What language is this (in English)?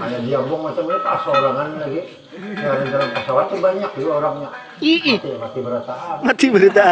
Banjar